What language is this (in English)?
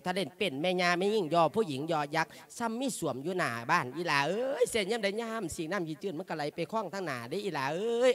Lao